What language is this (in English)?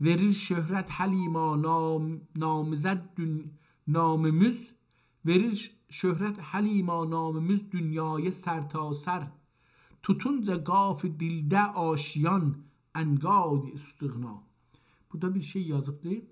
South Azerbaijani